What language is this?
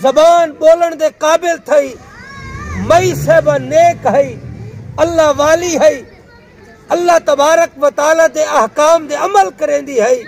Saraiki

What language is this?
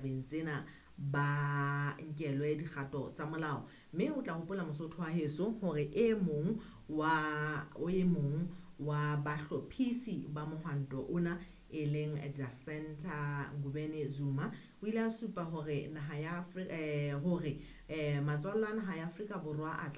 Southern Sotho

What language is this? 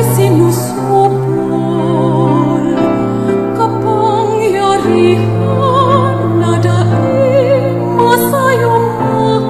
Bikol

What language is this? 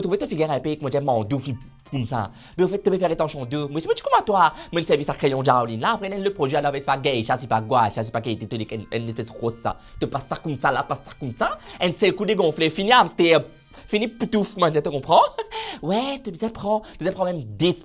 Morisyen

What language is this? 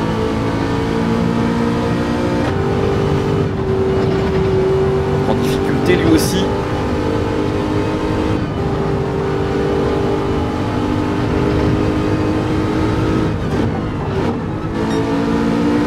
French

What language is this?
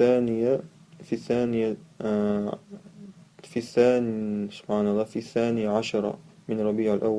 Chechen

